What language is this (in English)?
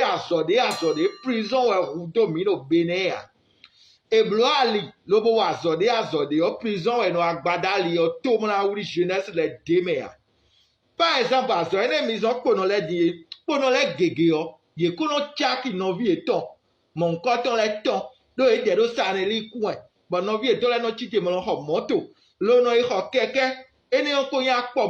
Fon